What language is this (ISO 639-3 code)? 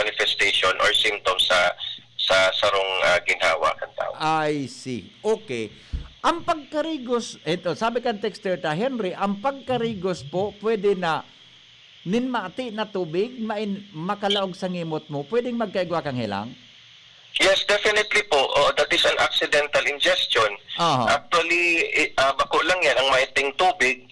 bik